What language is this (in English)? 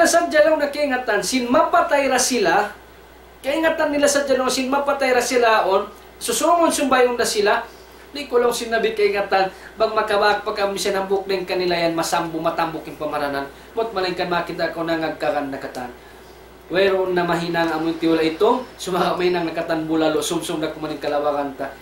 Tausug